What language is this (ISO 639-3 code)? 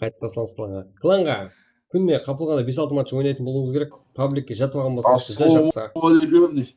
kaa